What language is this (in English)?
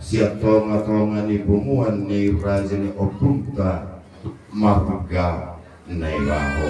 Batak Toba